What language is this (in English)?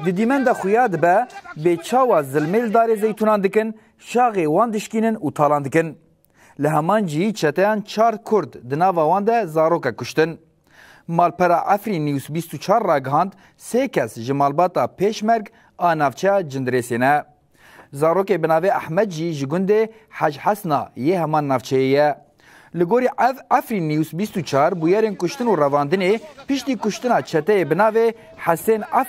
Kurdish